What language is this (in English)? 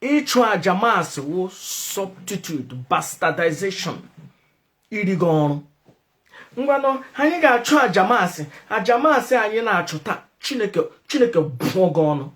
Igbo